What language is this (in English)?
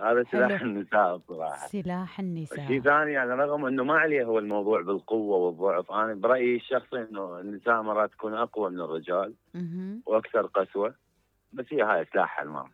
Mesopotamian Arabic